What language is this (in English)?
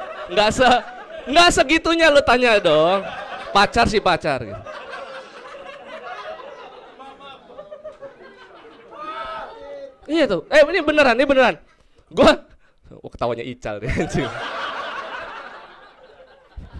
Indonesian